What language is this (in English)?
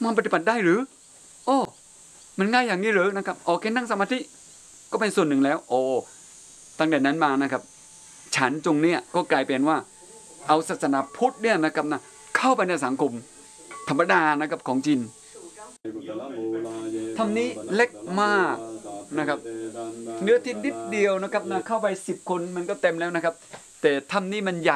Thai